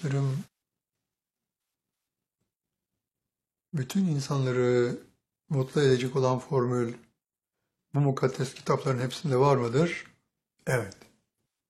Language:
Turkish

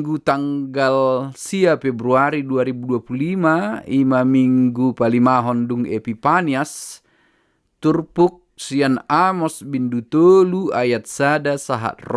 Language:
Batak Toba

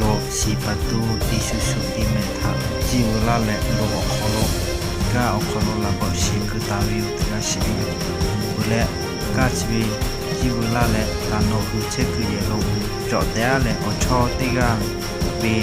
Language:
Lahu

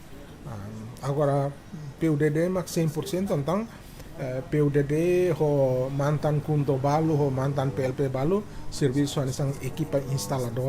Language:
Tetum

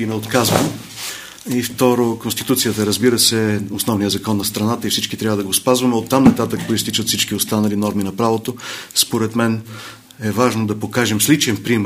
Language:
Bulgarian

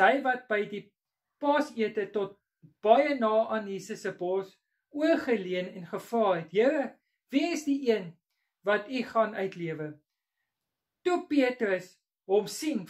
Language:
Afrikaans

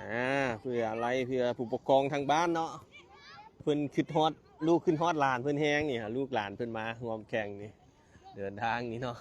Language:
Lao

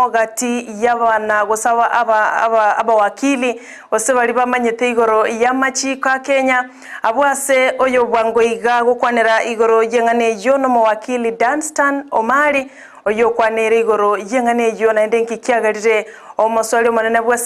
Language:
Gusii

